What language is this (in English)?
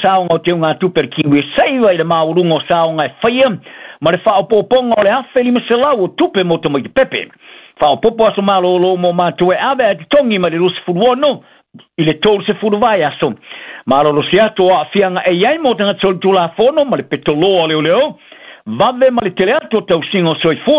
Samoan